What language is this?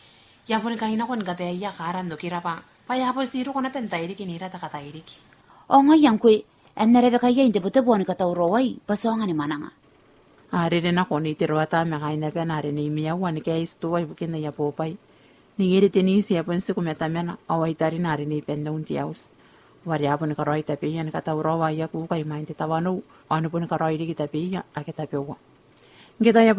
Gilbertese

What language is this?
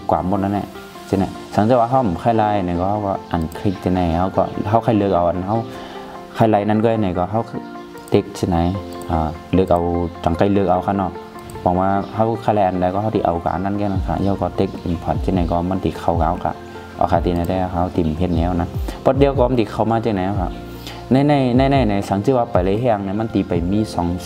Shan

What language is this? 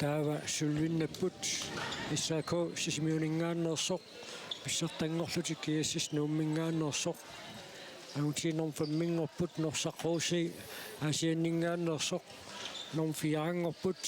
Kalaallisut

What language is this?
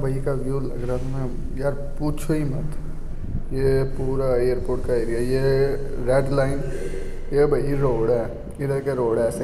Hindi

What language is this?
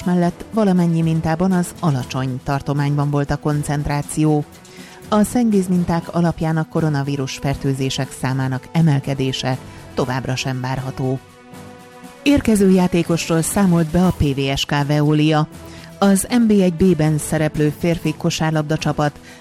Hungarian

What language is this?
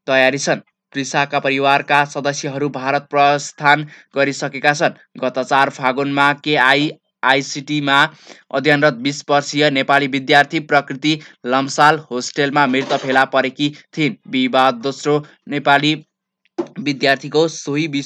Nepali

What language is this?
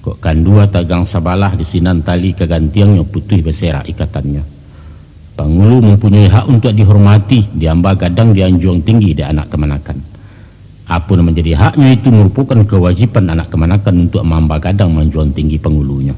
Minangkabau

